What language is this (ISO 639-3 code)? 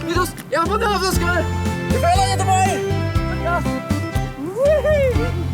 fao